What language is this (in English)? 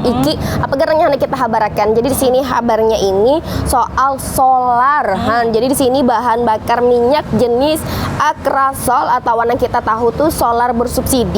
Banjar